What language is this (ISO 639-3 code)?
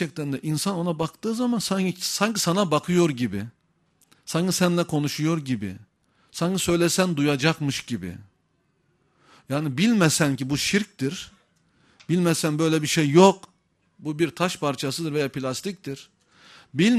tur